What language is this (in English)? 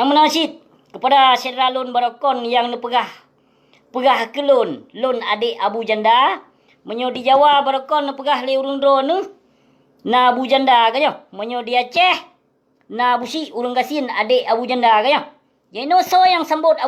Achinese